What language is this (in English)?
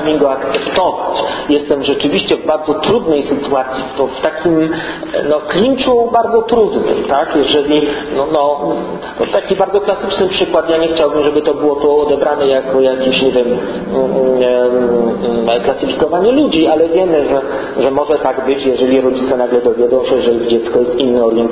Polish